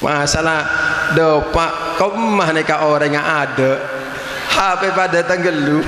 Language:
Madurese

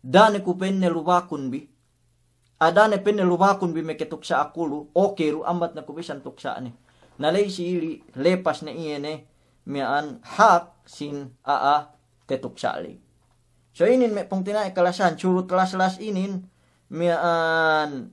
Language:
Yakan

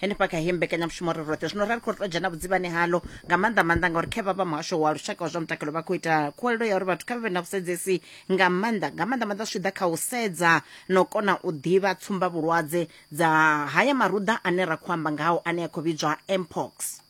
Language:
Venda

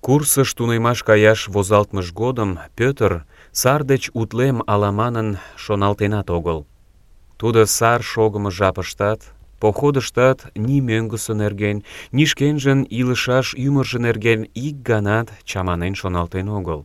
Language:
Mari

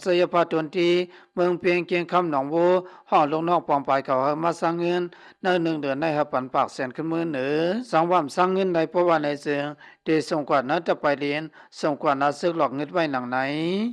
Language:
Shan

